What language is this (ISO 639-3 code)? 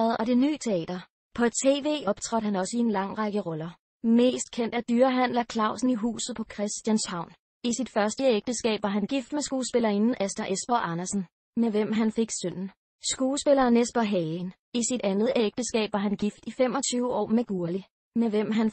dan